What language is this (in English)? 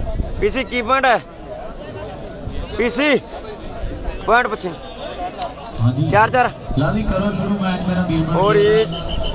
Punjabi